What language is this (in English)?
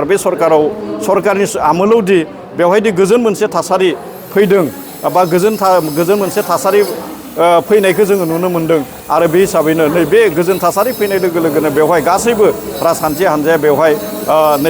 Bodo